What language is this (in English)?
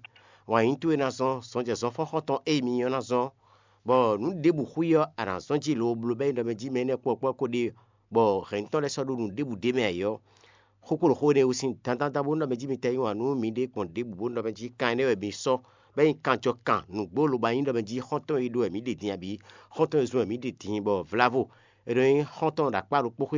Fon